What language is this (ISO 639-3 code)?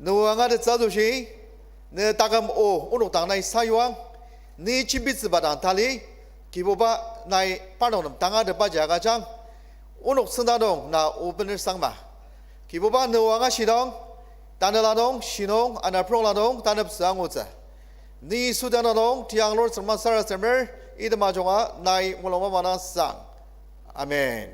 njo